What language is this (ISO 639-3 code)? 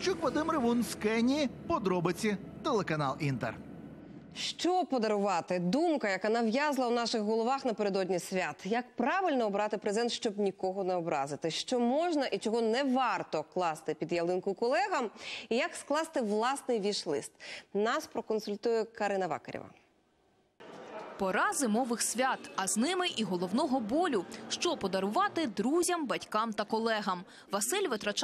ukr